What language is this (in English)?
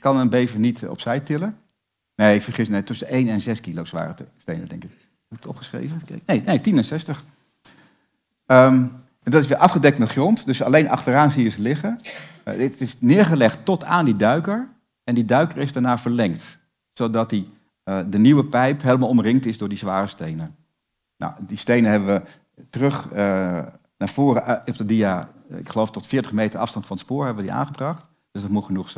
Dutch